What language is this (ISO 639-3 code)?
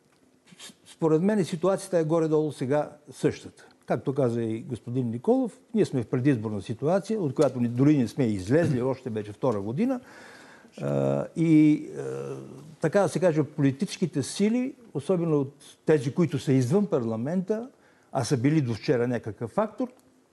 bul